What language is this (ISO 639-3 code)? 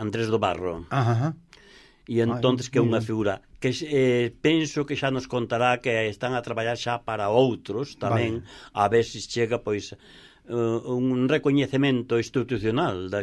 glg